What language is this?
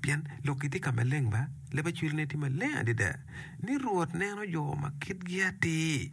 Acoli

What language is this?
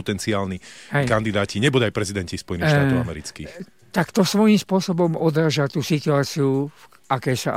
Slovak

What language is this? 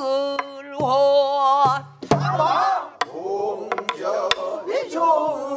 Korean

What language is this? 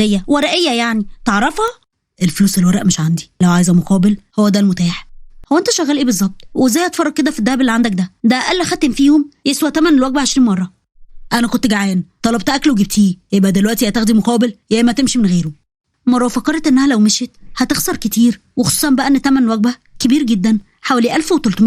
Egyptian Arabic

